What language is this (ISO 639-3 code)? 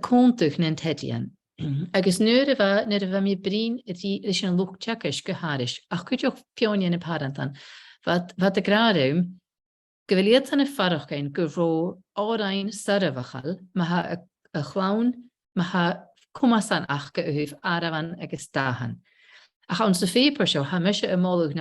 gla